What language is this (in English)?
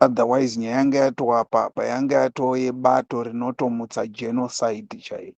Shona